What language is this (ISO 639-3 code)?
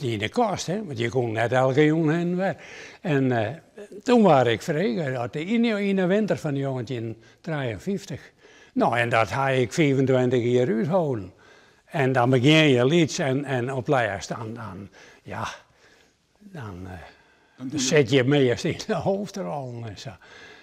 fry